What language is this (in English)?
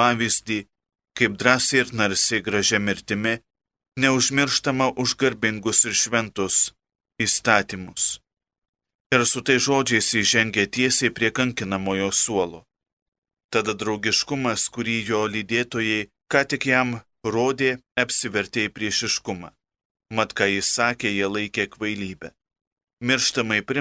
Lithuanian